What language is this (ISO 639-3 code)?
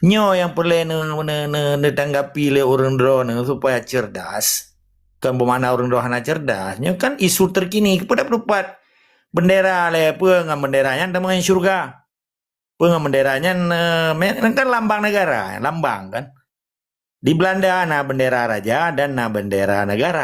ace